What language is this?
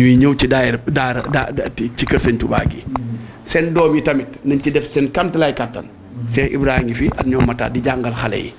Wolof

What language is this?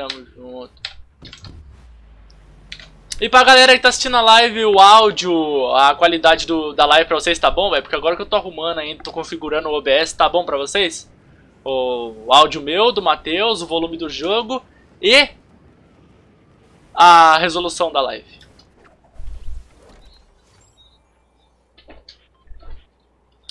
Portuguese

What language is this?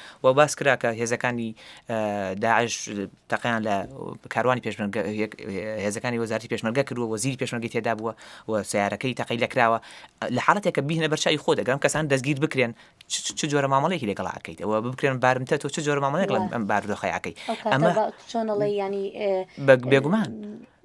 Central Kurdish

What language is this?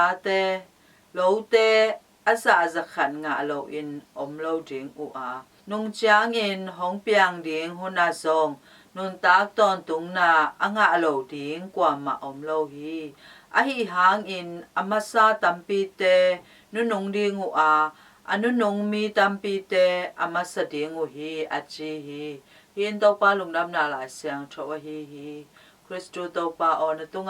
Tedim Chin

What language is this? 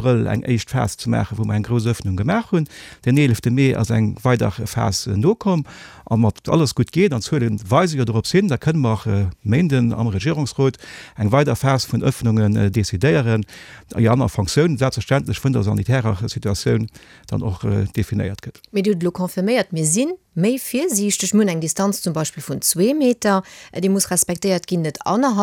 Luxembourgish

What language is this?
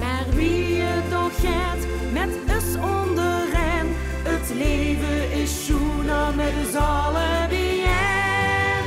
Limburgish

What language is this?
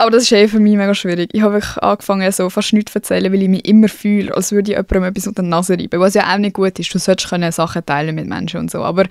Swiss German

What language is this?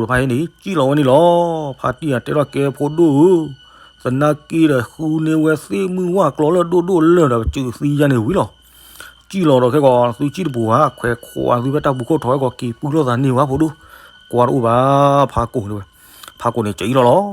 S'gaw Karen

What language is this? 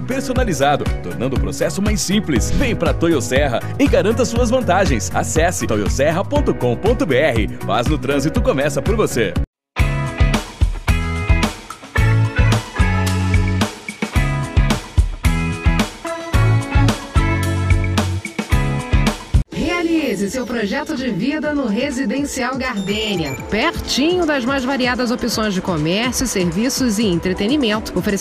Portuguese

